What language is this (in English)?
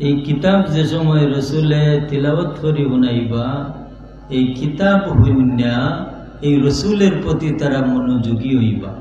Sylheti